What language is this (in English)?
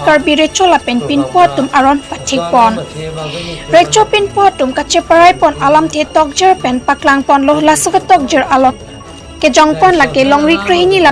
Karbi